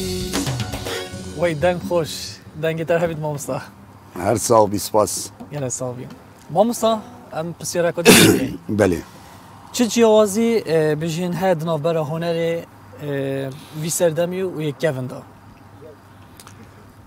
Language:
Kurdish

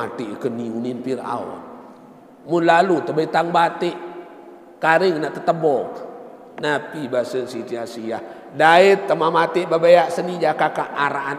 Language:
Sasak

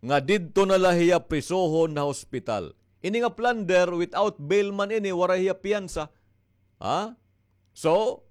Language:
Waray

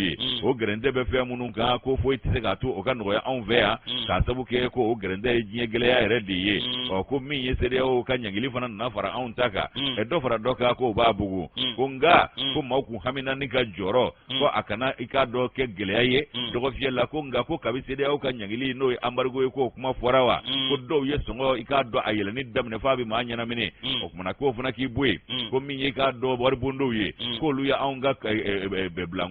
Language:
Bambara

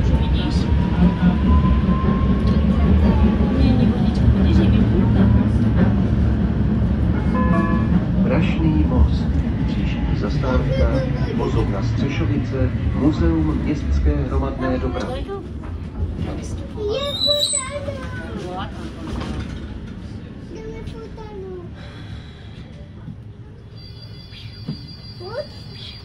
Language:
Czech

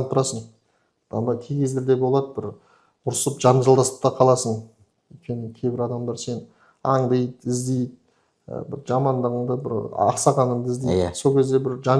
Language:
Kazakh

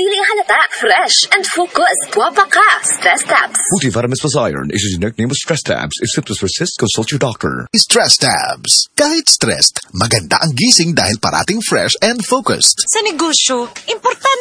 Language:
Cebuano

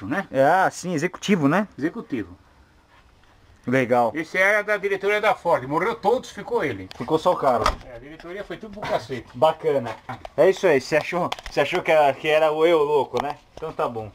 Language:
Portuguese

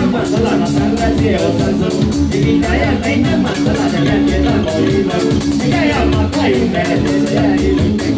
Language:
Kamba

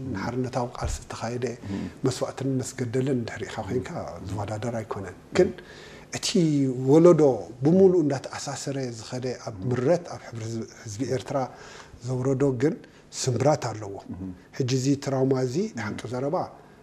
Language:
Tigrinya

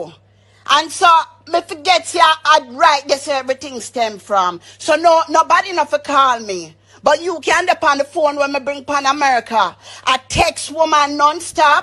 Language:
Jamaican Creole English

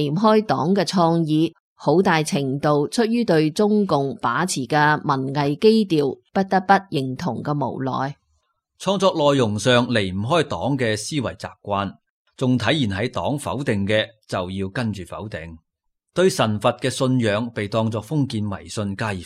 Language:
Cantonese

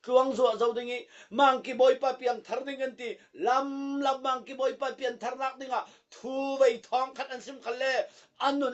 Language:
Falam Chin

